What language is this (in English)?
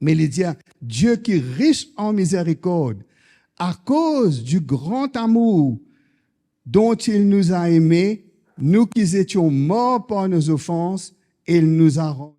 Morisyen